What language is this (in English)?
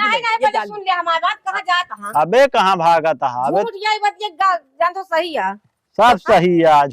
Awadhi